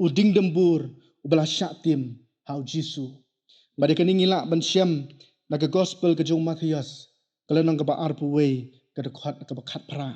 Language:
Khasi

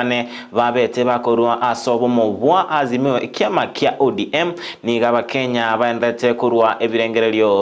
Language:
Gusii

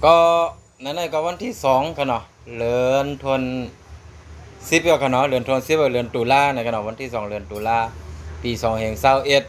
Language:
Shan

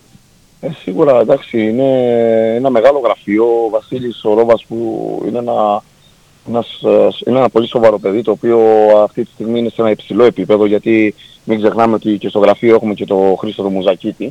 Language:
Greek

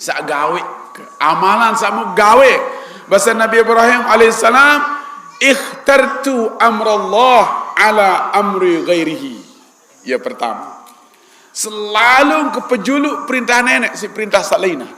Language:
Sasak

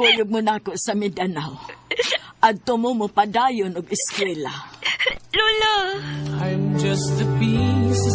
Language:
Cebuano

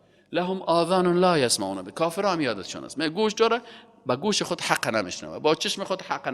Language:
Persian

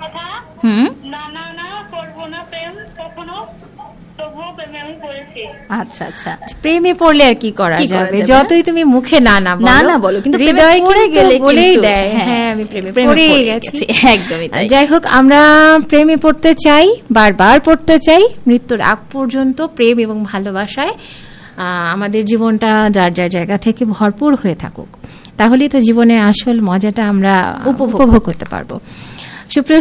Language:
Bangla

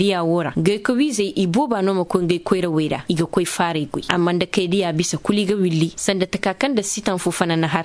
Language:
Koyraboro Senni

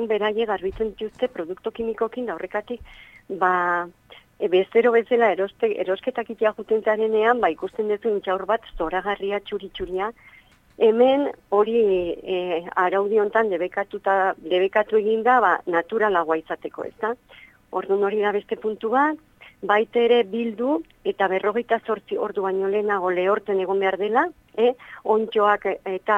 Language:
Basque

